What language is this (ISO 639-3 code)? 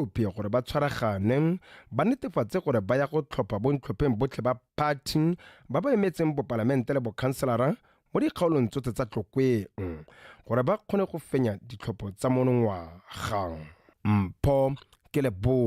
tsn